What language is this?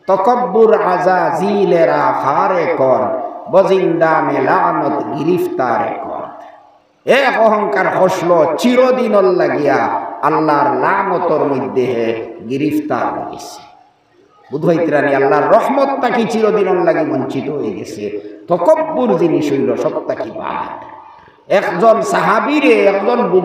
Sylheti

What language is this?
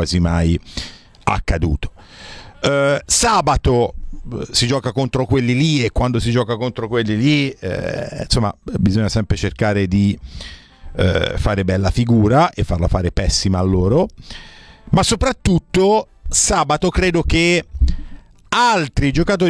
Italian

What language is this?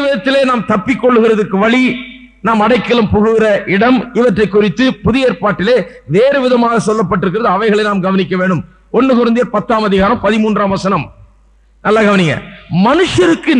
Tamil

